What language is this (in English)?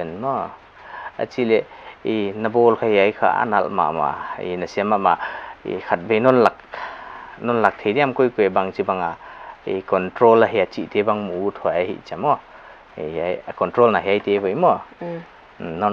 Paite Chin